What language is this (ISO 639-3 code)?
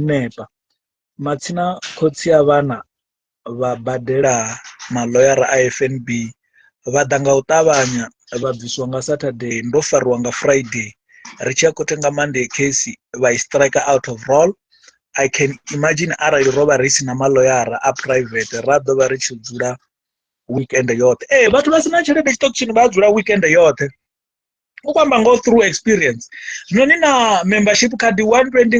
ven